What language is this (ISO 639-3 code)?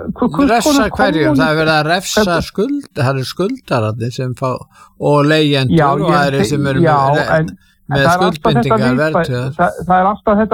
isl